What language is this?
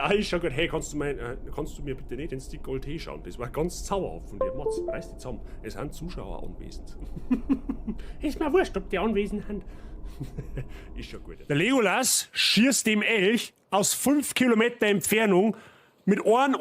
Bavarian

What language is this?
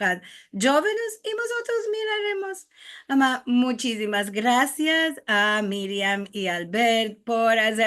Ladino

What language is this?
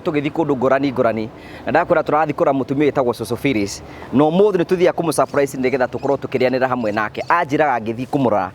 Kikuyu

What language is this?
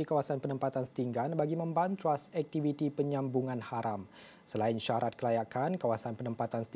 Malay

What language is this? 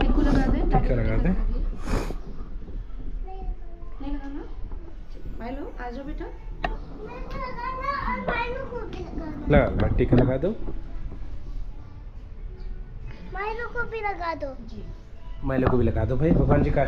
Hindi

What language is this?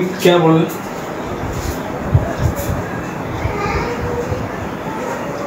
Hindi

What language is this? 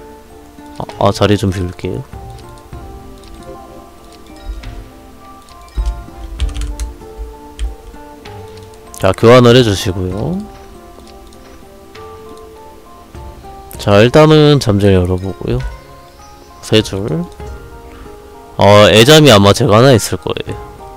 Korean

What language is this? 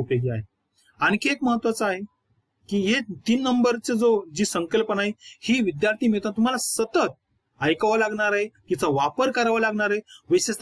Marathi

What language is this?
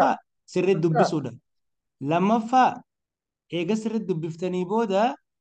Oromo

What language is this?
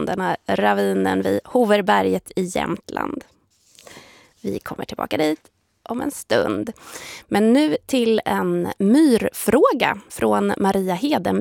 Swedish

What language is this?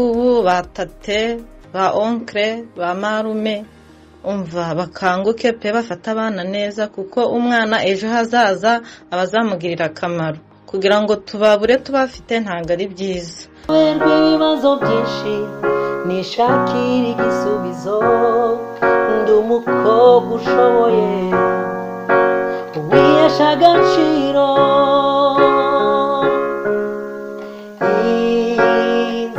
Kinyarwanda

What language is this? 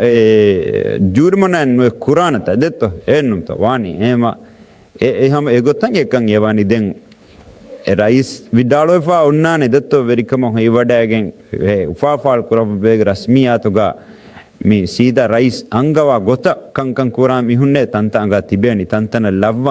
Divehi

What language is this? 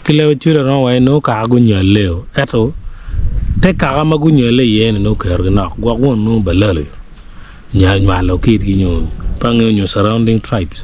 Acoli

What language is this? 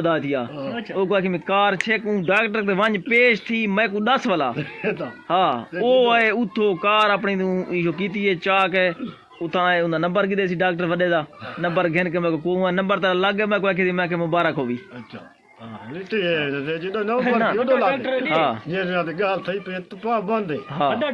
Saraiki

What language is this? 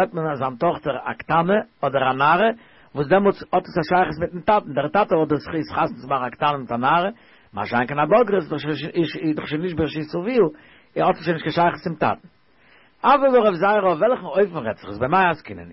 Yiddish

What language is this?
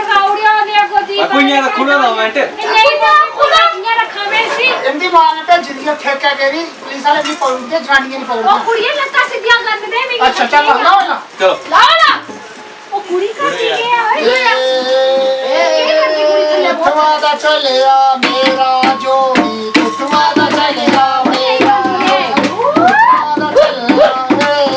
Dogri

